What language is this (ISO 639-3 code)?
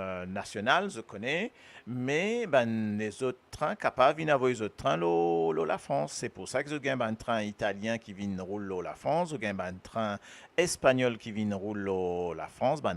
mfe